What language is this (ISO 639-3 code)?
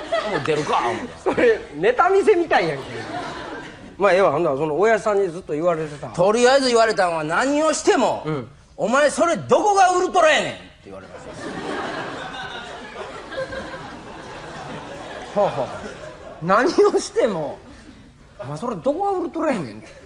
jpn